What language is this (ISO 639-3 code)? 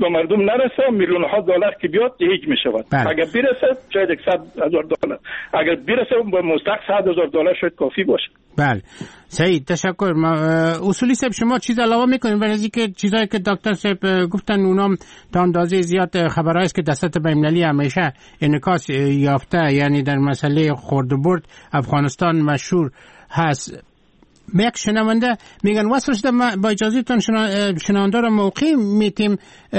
fas